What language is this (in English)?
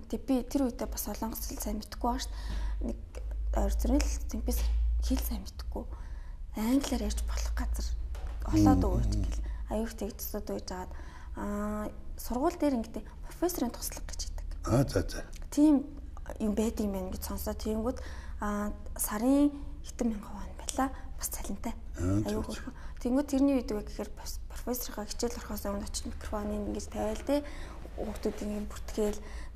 Mongolian